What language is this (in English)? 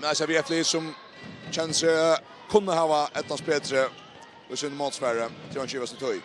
Faroese